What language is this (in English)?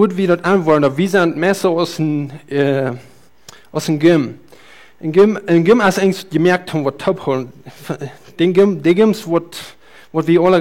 Plautdietsch